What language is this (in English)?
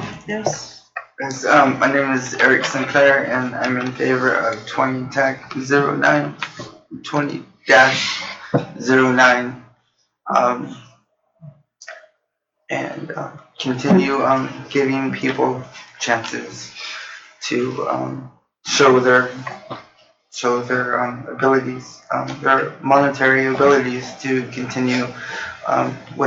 English